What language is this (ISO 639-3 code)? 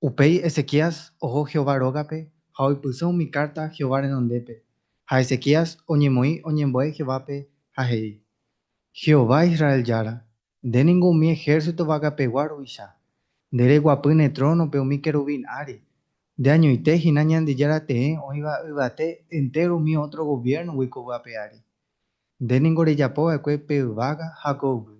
grn